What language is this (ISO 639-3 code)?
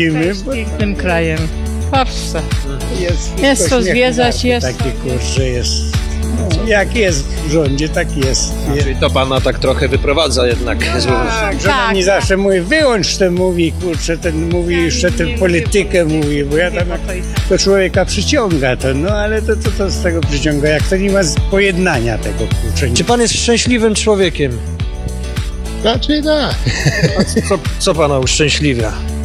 pol